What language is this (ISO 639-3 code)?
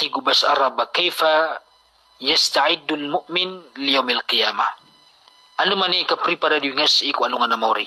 mrw